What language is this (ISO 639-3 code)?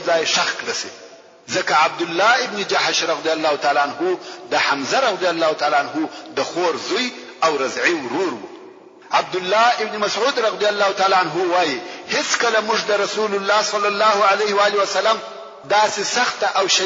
pus